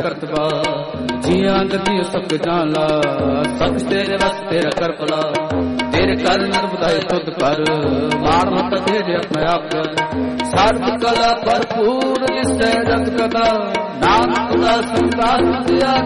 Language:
Punjabi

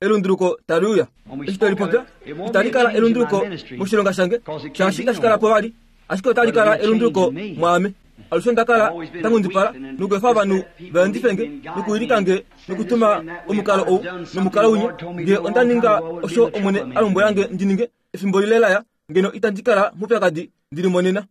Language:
Kuanyama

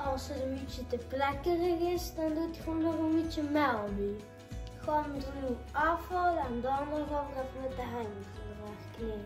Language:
Limburgish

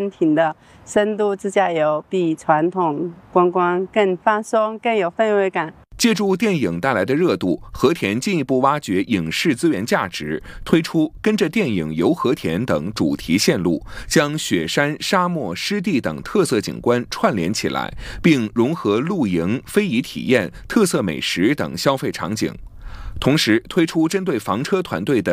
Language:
Chinese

